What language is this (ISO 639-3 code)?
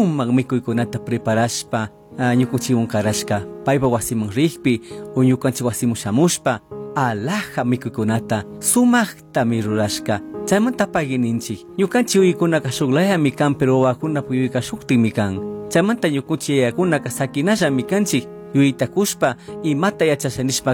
qug